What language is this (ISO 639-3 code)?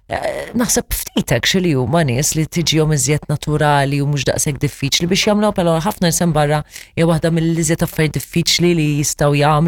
mlt